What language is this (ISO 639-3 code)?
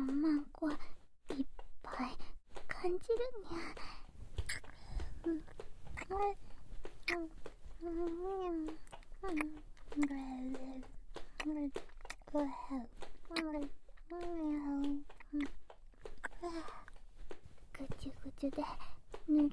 jpn